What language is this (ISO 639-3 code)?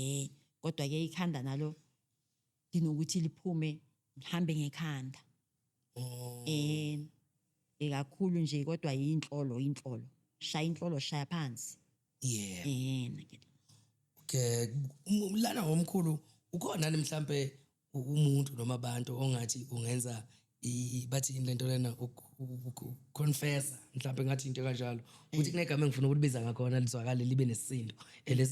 zul